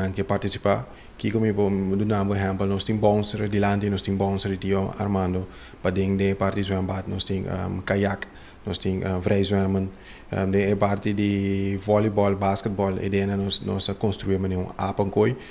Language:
Papiamento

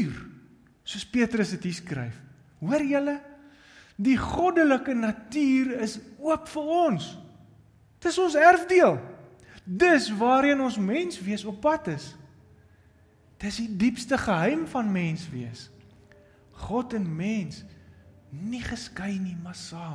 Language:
Afrikaans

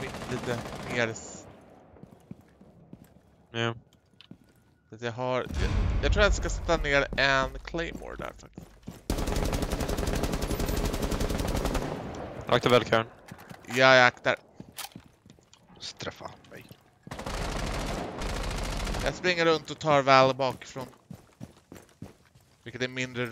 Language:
Swedish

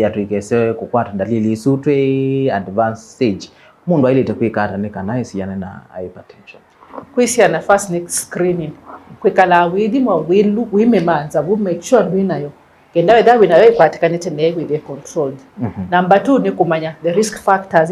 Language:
Kamba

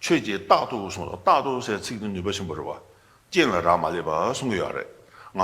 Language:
Tibetan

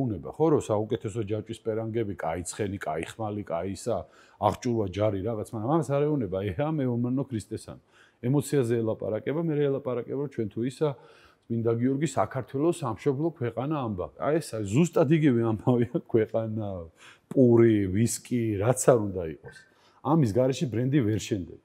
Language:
Georgian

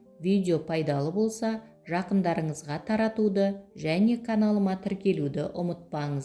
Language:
Kazakh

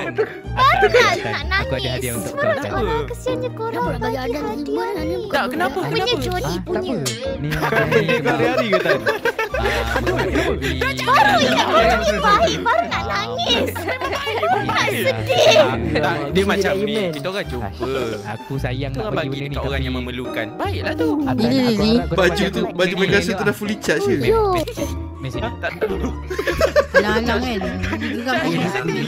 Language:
Malay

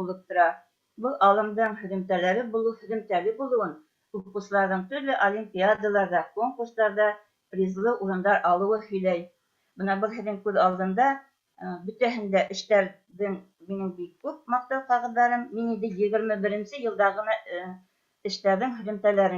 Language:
Bashkir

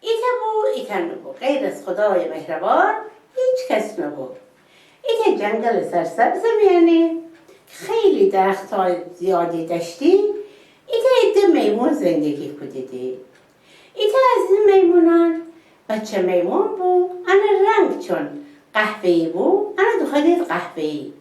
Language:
Gilaki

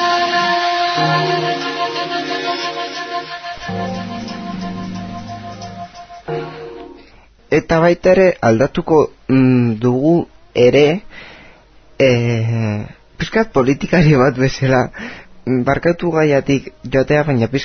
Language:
Basque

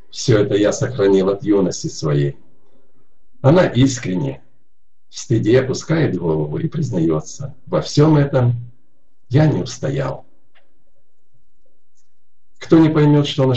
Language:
Russian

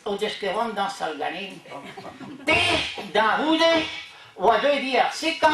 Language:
Breton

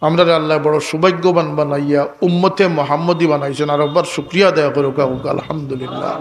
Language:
Sylheti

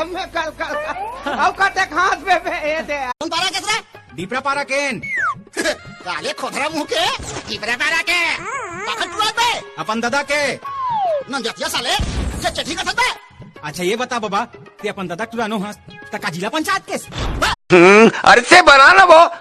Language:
Chhattisgarhi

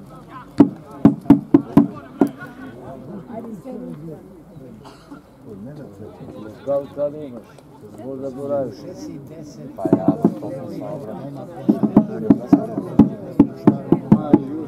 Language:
Serbian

